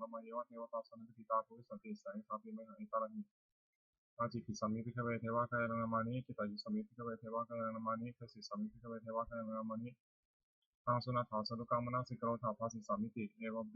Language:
Pali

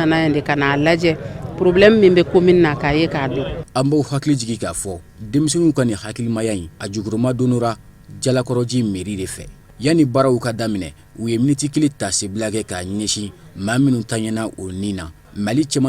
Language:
Bambara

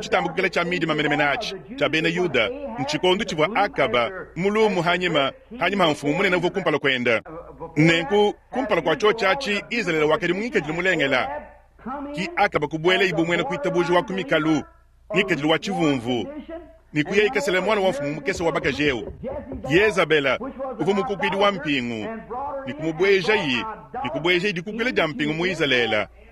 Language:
Luba-Lulua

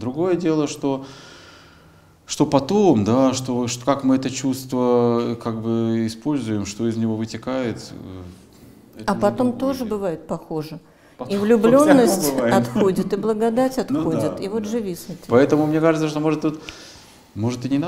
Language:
Russian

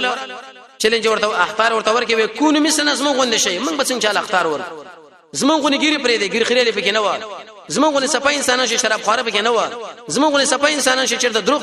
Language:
Pashto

